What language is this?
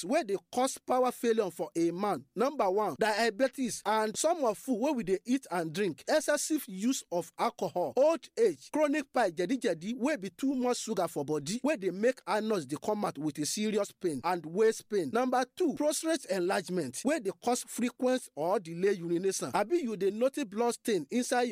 Nigerian Pidgin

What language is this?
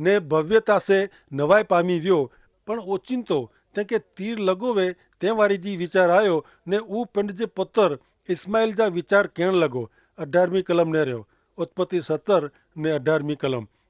Kachhi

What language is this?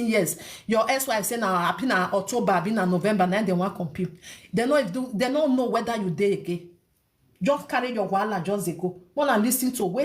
Nigerian Pidgin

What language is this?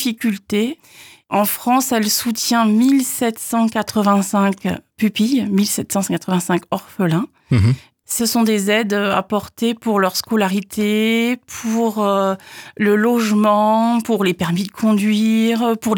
French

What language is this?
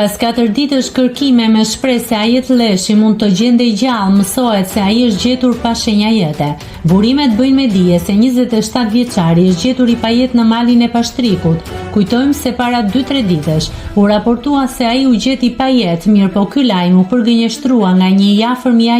Albanian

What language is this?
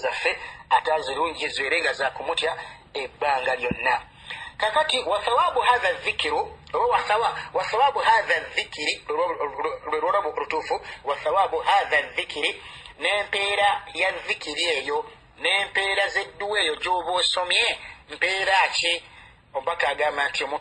Ganda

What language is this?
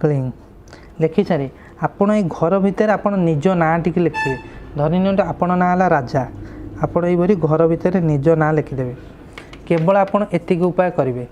Odia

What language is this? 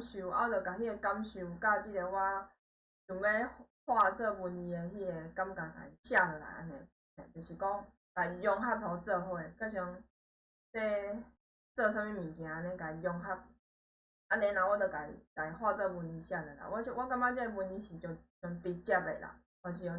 Min Nan Chinese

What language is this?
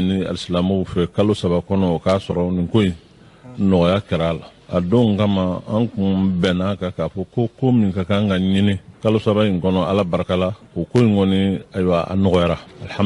Bambara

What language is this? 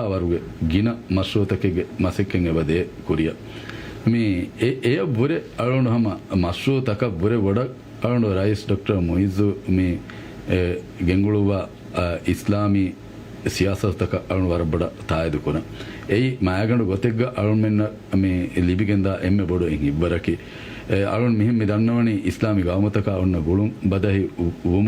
Divehi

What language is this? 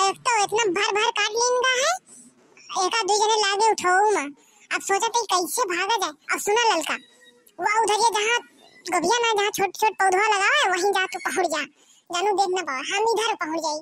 Bhojpuri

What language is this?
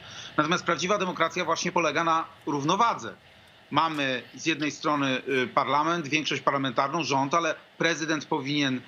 Polish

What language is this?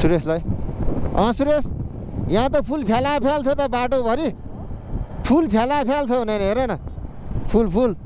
Nepali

